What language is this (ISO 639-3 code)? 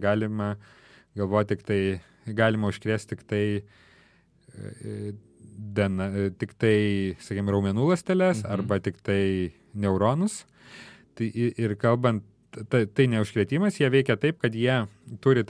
lit